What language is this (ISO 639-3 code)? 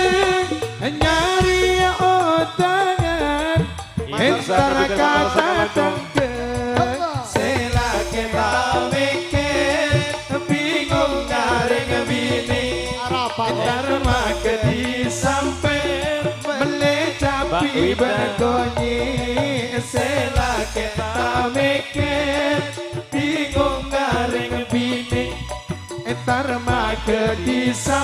mad